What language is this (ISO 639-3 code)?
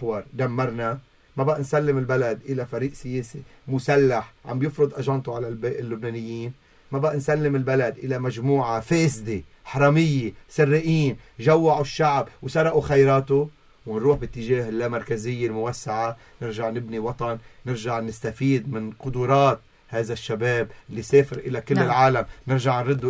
apc